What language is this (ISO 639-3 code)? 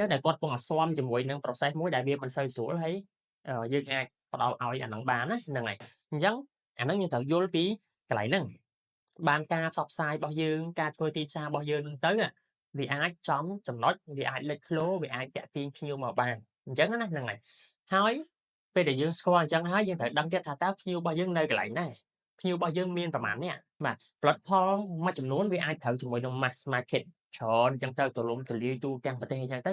khm